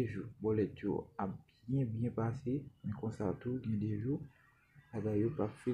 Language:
Haitian Creole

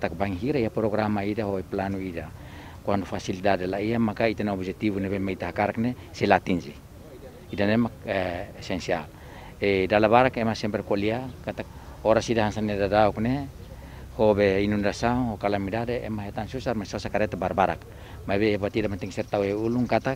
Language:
Tetum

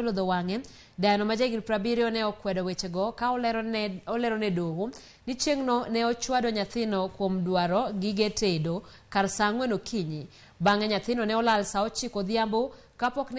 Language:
Luo (Kenya and Tanzania)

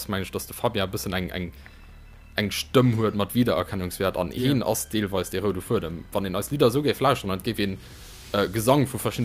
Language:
Luxembourgish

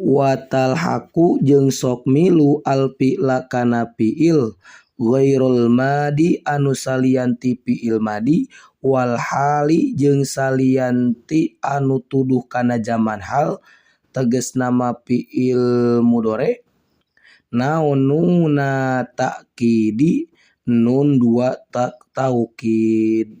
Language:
Sundanese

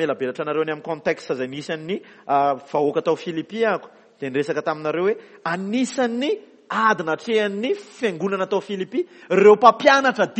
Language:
Malagasy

